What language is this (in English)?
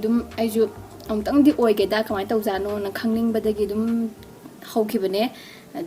Manipuri